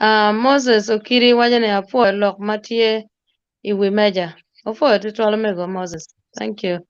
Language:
Acoli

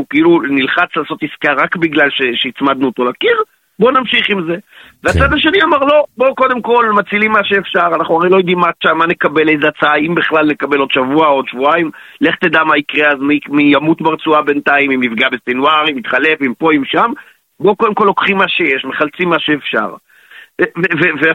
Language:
Hebrew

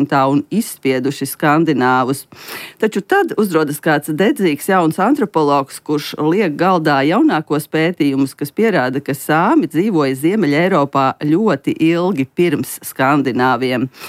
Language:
Latvian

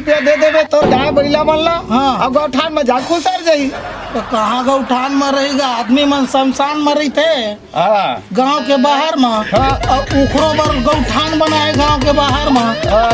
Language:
Chhattisgarhi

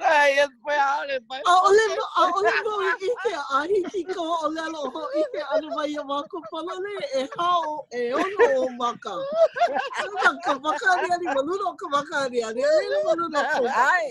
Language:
Hawaiian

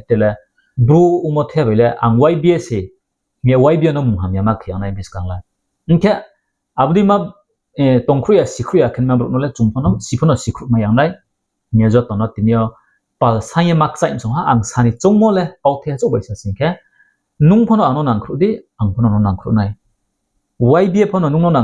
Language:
Riang (India)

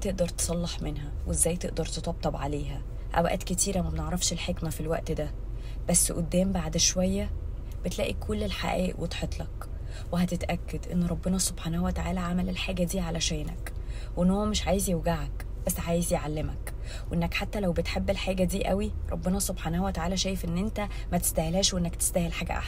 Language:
Egyptian Arabic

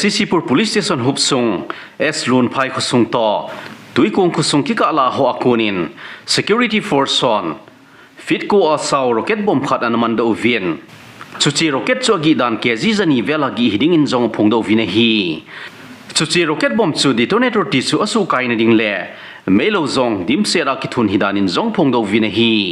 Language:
Thado Chin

